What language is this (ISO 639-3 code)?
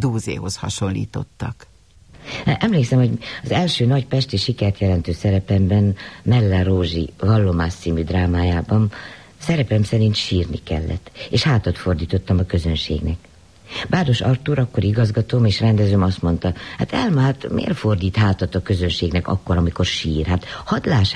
hun